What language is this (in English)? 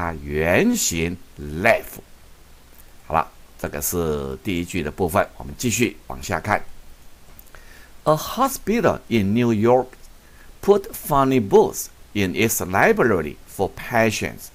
Chinese